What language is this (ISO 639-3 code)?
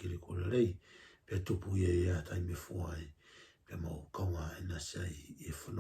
ton